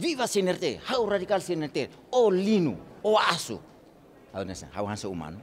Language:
Tetum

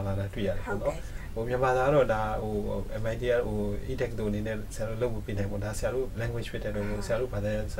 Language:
Burmese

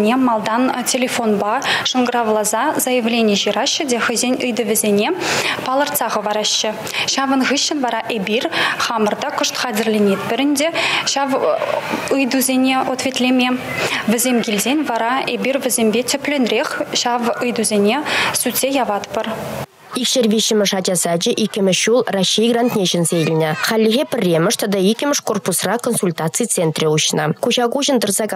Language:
Chuvash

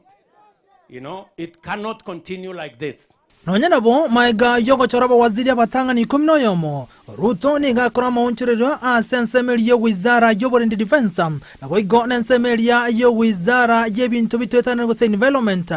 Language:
Gusii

